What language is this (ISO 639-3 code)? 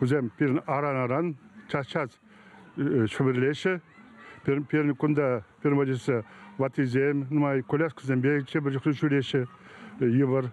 chv